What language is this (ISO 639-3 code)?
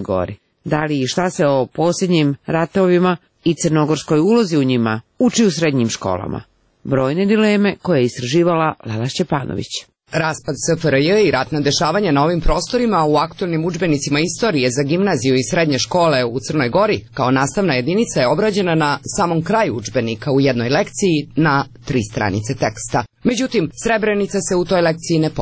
srp